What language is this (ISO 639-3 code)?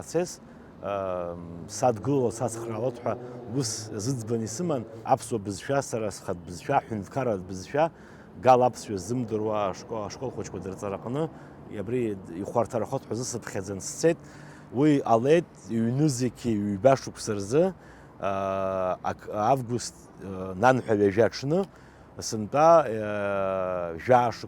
abk